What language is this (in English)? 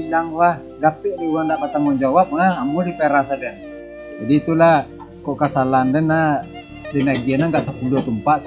Minangkabau